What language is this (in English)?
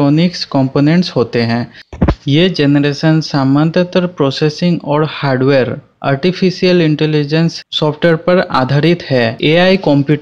Hindi